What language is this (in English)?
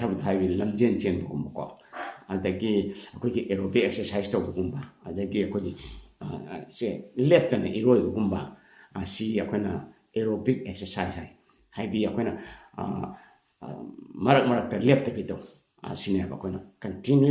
Manipuri